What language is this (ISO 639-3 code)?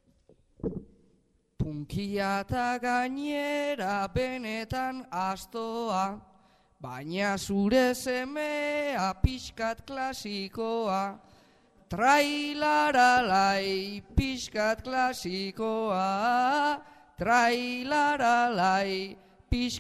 eus